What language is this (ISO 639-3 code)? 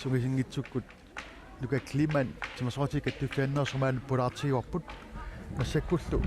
kal